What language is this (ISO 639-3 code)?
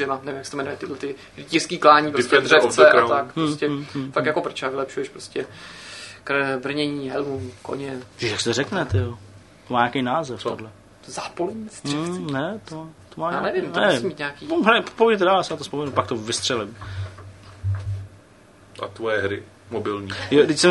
ces